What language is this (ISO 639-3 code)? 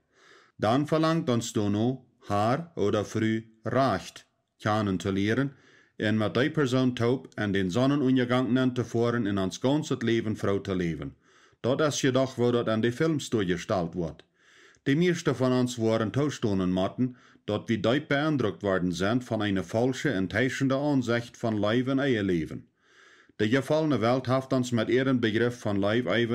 pdt